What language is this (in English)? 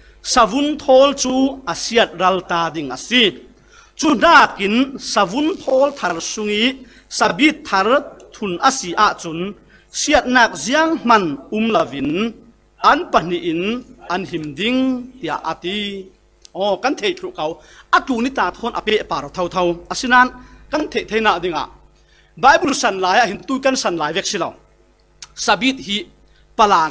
Falam Chin